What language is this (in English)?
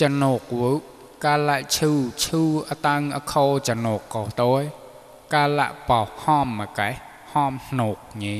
Mon